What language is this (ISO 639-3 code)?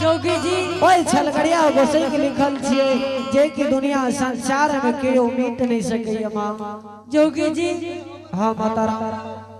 anp